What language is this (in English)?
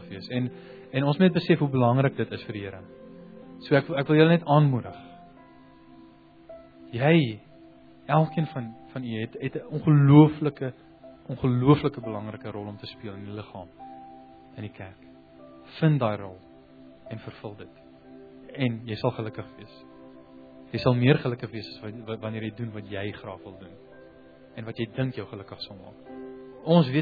Afrikaans